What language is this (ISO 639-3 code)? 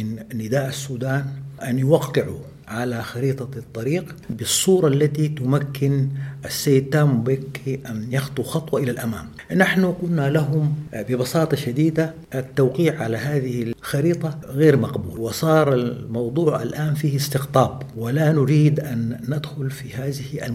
apd